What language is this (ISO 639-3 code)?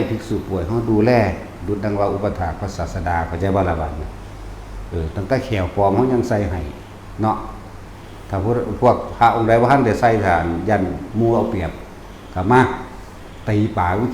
tts